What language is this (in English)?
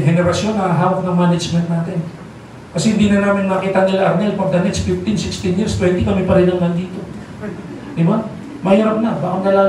Filipino